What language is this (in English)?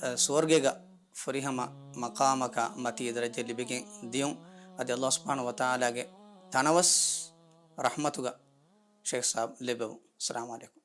Divehi